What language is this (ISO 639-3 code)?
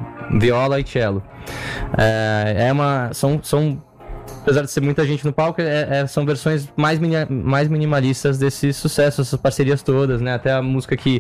por